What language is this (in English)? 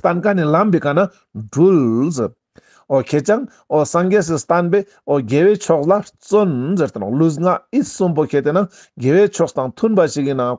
Ladakhi